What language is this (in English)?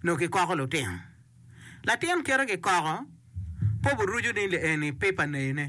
Acoli